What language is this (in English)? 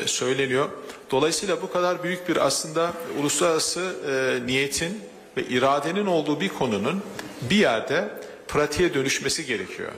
Turkish